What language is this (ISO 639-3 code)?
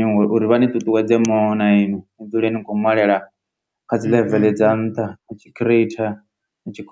ven